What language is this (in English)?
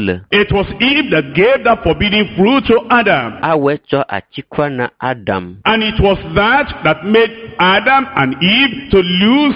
Ewe